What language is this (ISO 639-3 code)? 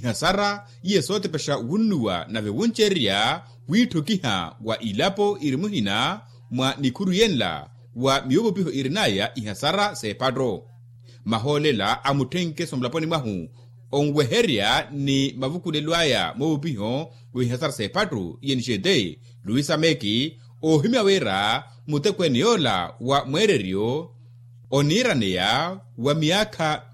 vmw